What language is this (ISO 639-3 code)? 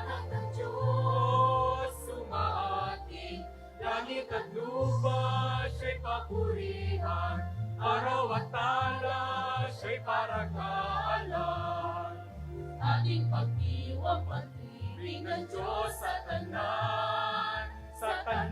bik